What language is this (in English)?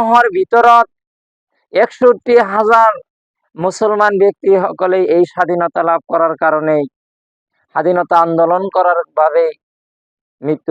Assamese